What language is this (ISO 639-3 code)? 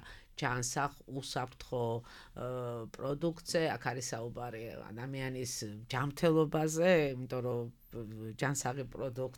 kat